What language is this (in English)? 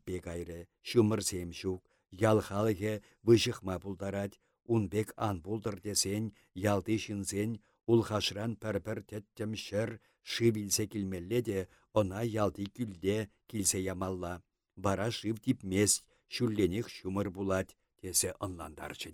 Chuvash